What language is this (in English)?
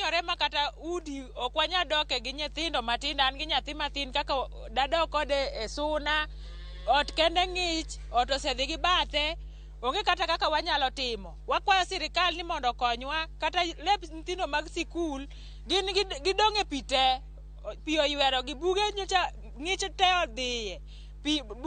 Luo (Kenya and Tanzania)